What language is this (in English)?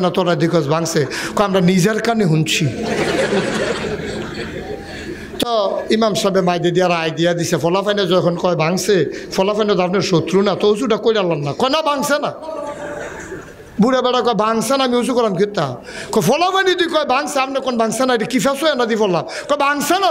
Bangla